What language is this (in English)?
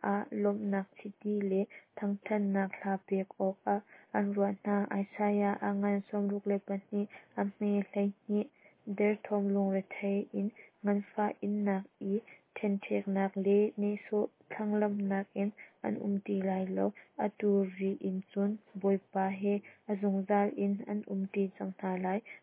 Hakha Chin